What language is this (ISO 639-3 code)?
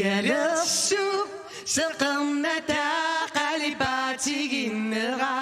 kal